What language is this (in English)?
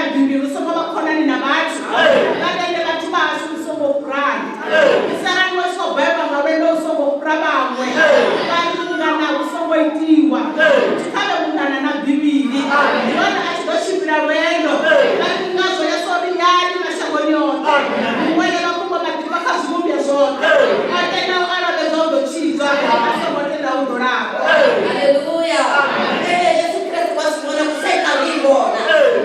Venda